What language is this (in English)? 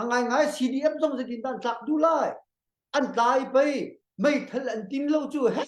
Hakha Chin